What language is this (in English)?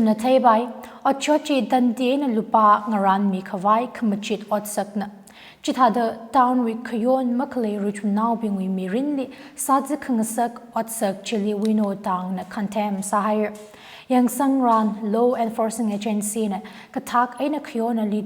Tangkhul Naga (India)